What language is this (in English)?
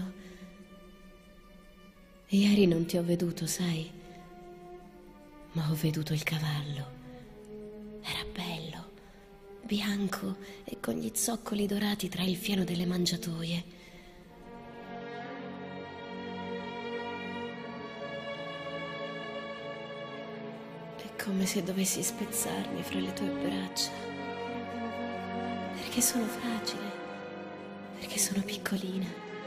Italian